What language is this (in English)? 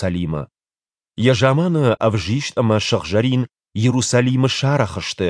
Ossetic